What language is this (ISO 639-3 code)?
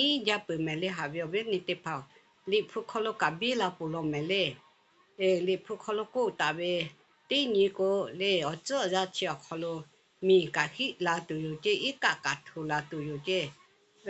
lhu